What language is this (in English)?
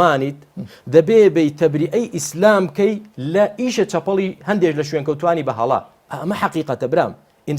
Central Kurdish